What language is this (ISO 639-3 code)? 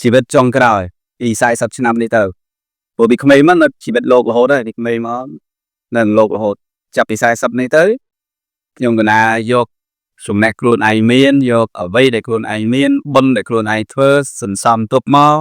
khm